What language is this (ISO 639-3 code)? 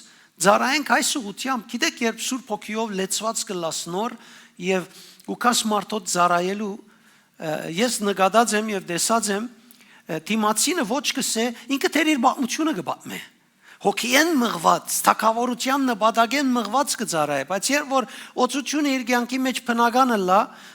hyw